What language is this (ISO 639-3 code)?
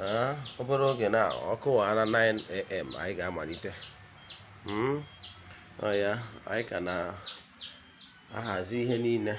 ibo